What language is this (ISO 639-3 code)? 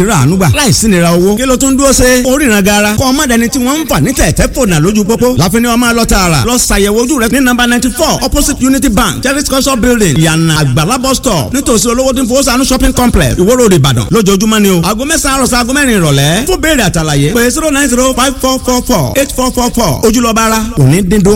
yor